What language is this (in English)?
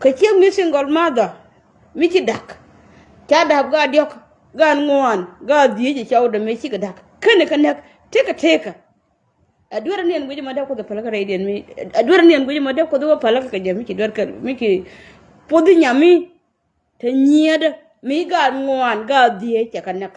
Nuer